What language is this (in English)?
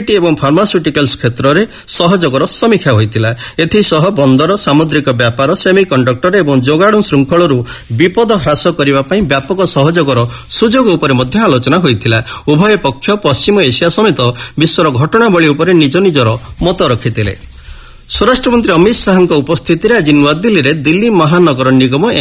Odia